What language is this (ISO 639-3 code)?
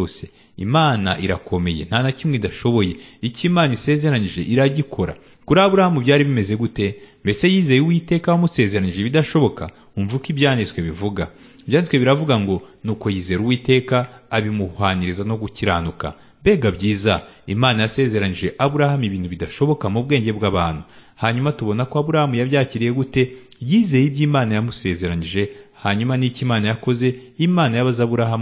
kin